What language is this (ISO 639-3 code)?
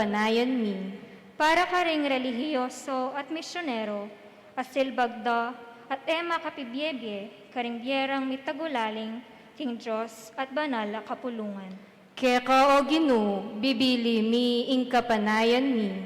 pam